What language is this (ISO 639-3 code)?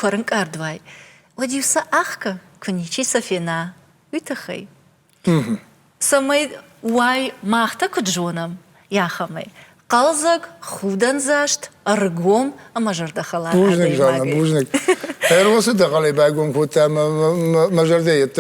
oss